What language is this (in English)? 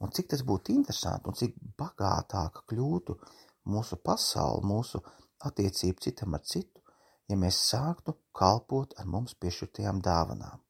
Latvian